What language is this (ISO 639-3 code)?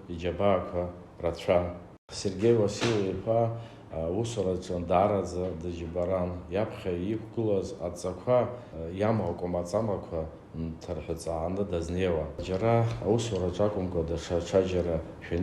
abk